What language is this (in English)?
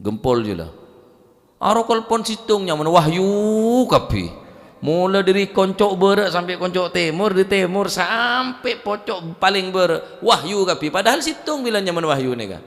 Madurese